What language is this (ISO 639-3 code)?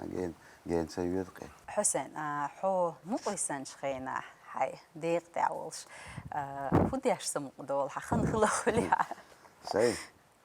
che